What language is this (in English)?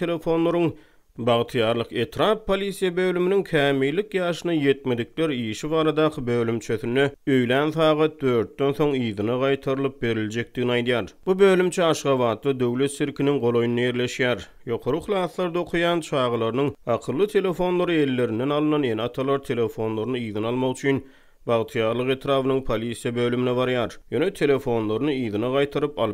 Turkmen